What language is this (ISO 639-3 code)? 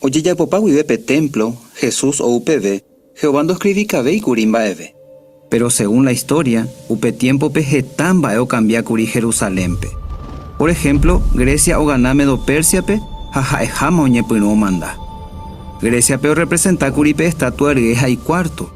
grn